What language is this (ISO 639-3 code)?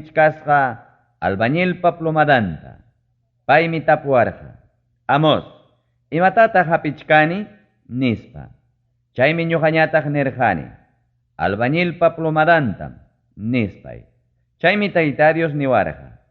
quy